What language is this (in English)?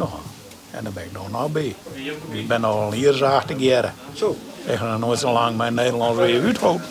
Western Frisian